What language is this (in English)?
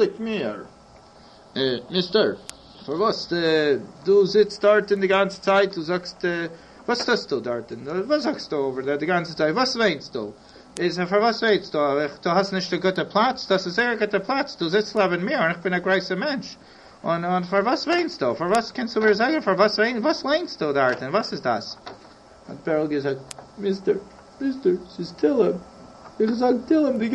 Yiddish